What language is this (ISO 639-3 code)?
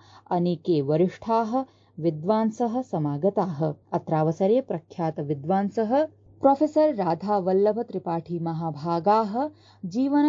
san